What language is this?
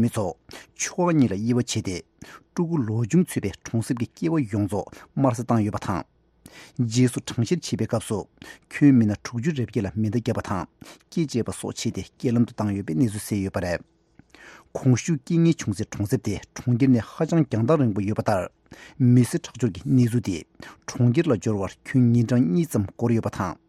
Tibetan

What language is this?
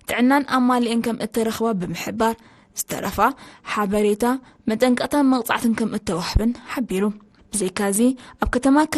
Tigrinya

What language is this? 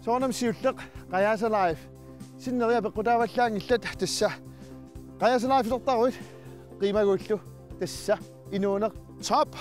Kalaallisut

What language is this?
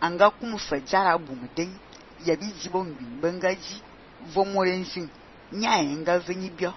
Fang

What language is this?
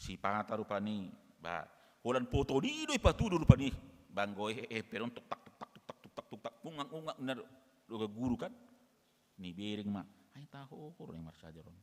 Batak Toba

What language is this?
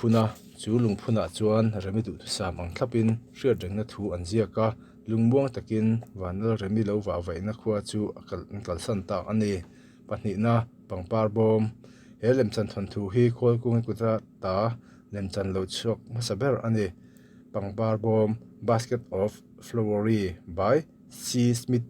Mizo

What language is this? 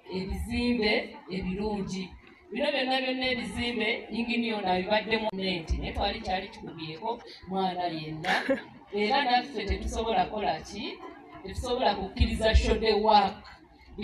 Ganda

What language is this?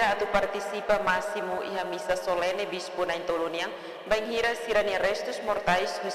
Tetum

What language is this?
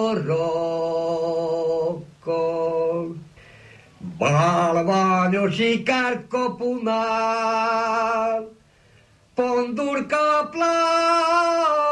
Hungarian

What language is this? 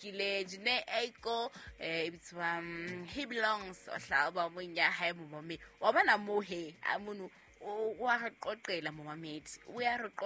Southern Sotho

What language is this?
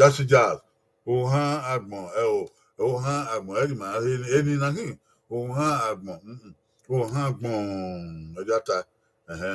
Bini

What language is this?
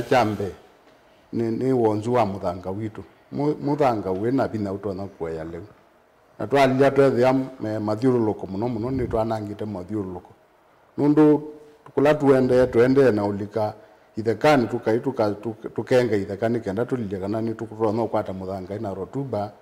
Kamba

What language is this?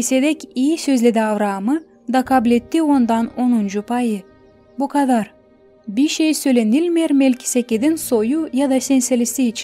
Gagauz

